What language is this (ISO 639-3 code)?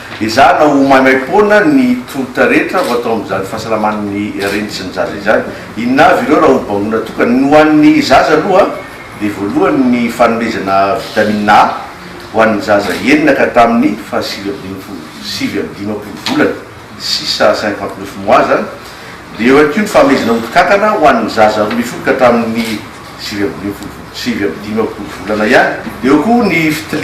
mlg